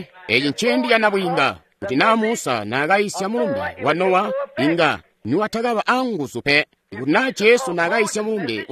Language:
Tonga (Zambia)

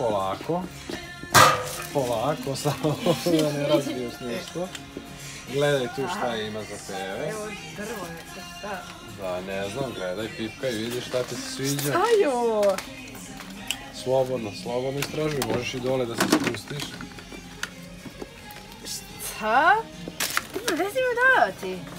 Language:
Serbian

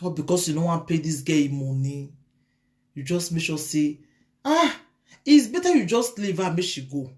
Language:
Nigerian Pidgin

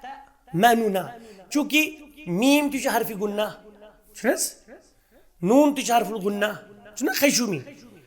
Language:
Kashmiri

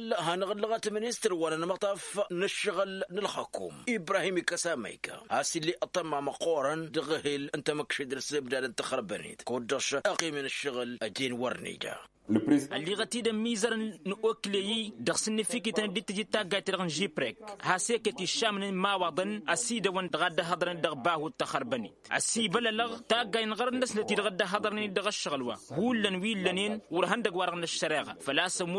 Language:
Tamasheq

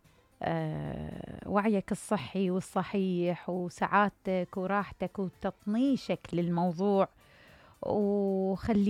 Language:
Mesopotamian Arabic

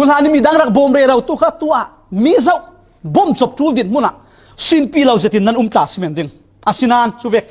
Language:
Falam Chin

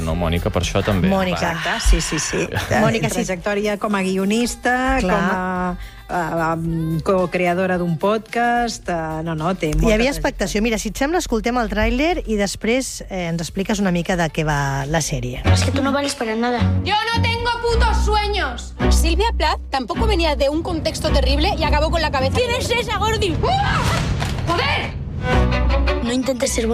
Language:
Catalan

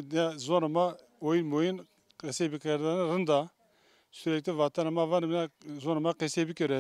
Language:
Zaza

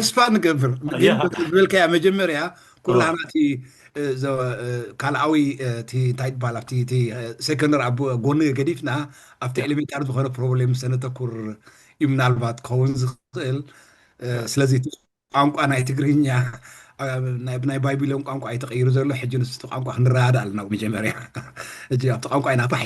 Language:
Tigrinya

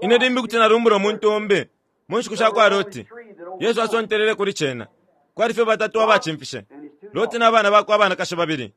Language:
Bemba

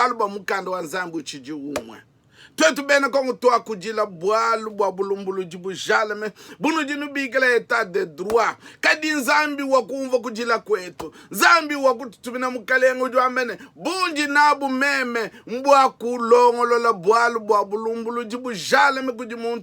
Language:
Luba-Lulua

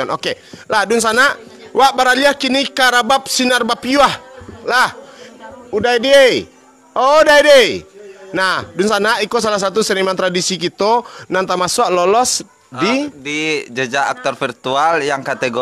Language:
Minangkabau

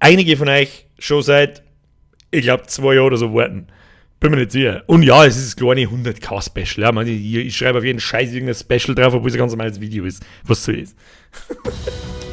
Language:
Bavarian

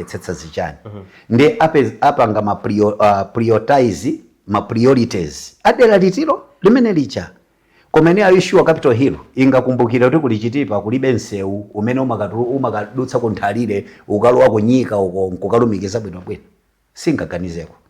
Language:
Nyanja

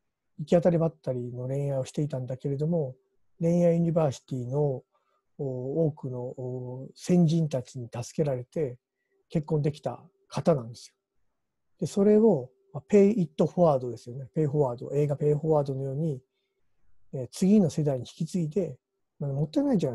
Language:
Japanese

